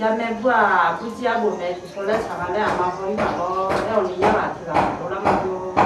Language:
Akha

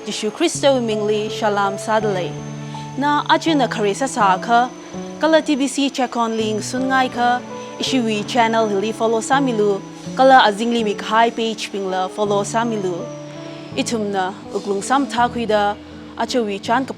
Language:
Tangkhul Naga (India)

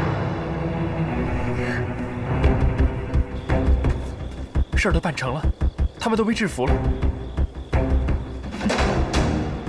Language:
Chinese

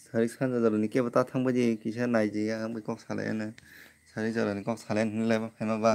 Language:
Kok Borok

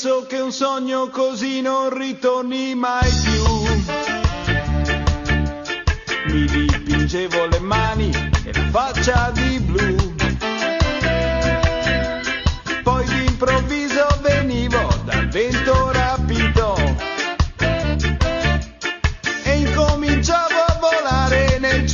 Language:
Italian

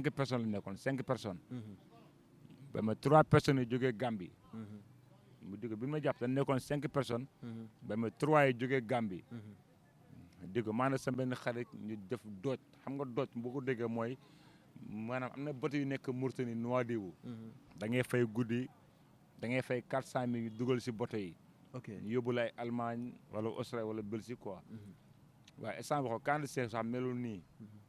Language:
Wolof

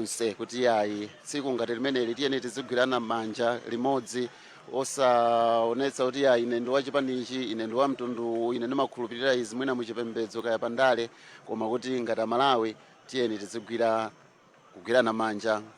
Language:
Nyanja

